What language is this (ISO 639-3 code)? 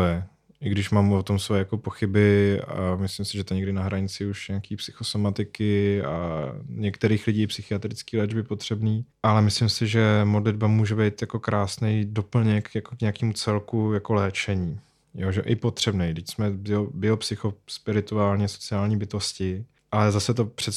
ces